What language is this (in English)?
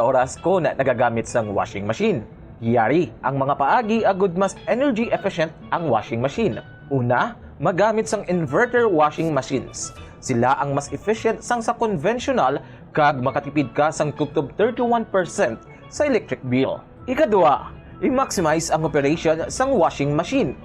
Hiligaynon